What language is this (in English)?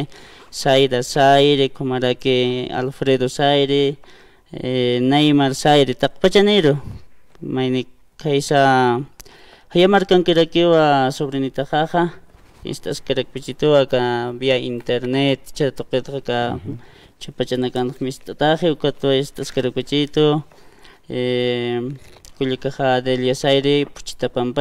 Aymara